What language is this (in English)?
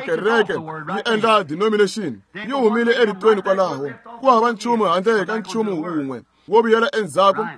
Tsonga